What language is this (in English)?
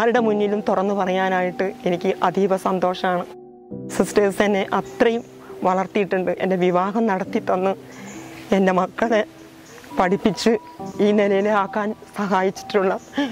Malayalam